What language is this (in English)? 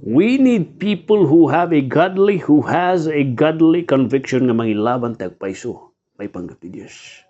Iloko